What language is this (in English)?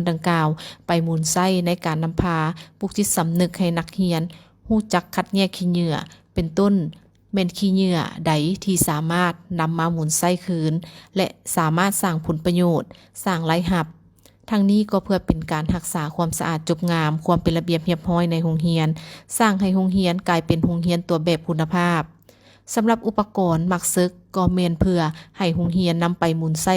Lao